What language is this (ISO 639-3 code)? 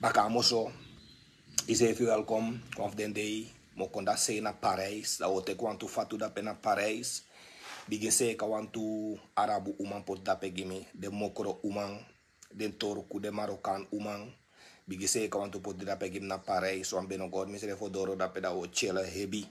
srn